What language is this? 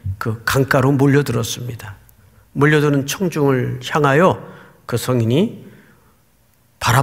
Korean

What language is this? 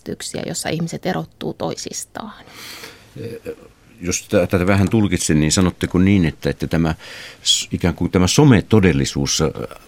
Finnish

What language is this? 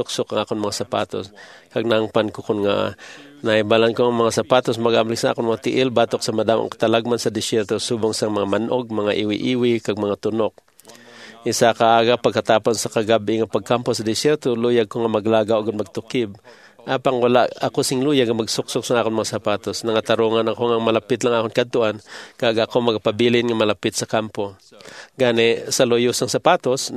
Hiligaynon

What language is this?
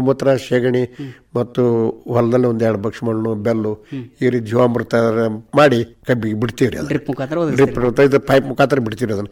Kannada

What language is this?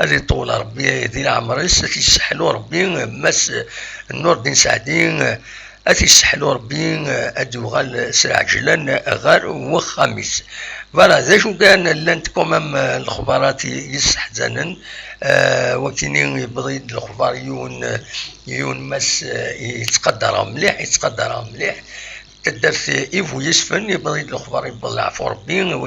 Kabyle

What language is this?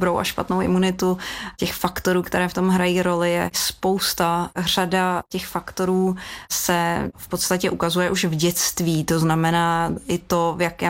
Czech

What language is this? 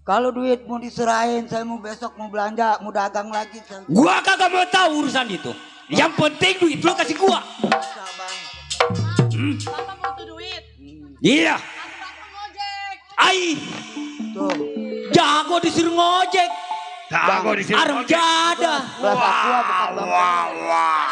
Betawi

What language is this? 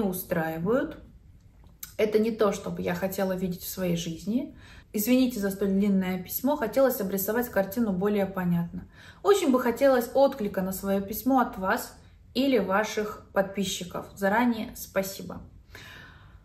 Russian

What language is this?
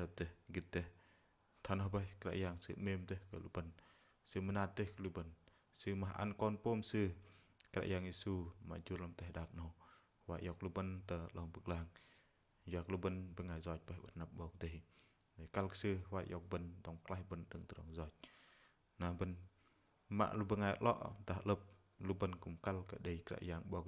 Bahnar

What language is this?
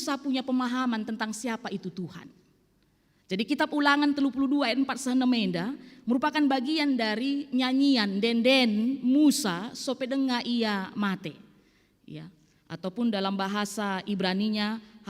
Batak Karo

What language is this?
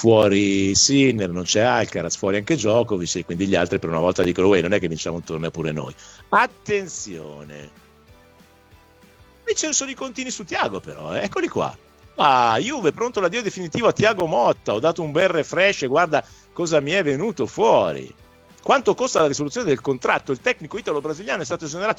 Italian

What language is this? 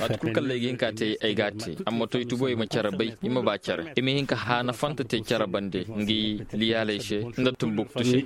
Koyraboro Senni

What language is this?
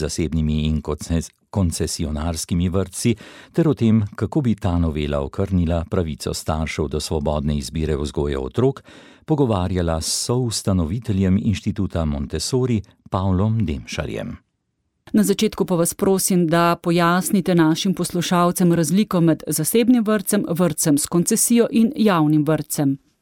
Slovenian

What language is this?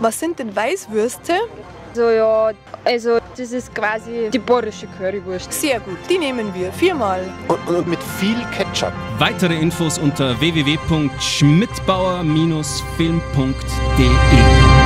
Bavarian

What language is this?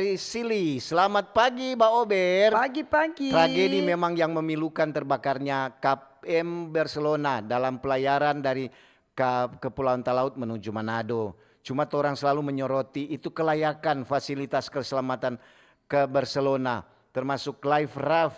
Manado Malay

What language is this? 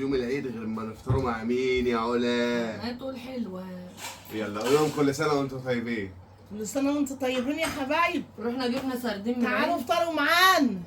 Egyptian Arabic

